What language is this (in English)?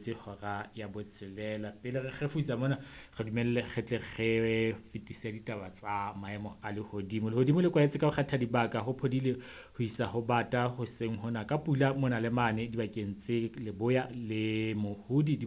Southern Sotho